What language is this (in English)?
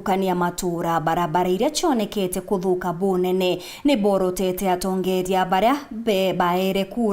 Meru